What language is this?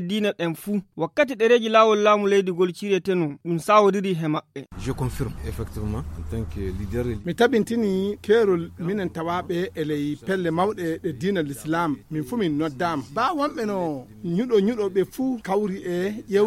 Fula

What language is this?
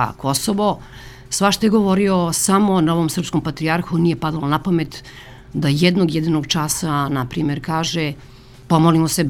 Serbian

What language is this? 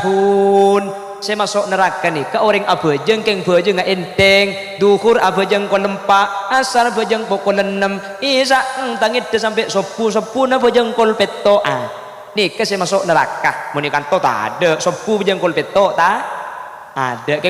Madurese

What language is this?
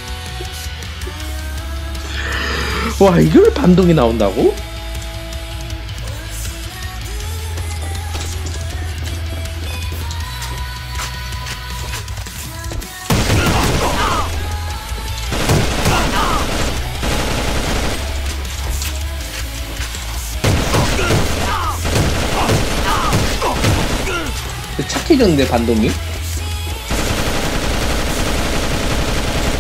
Korean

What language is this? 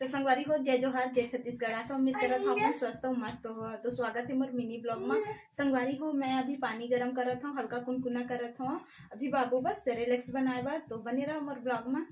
Chhattisgarhi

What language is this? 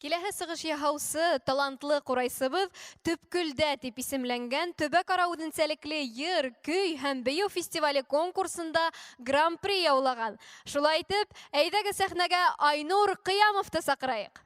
Bashkir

